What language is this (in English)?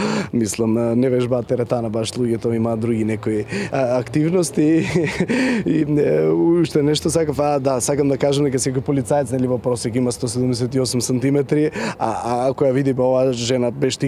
Macedonian